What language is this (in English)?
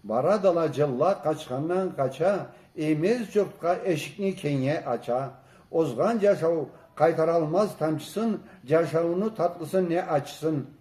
Karachay-Balkar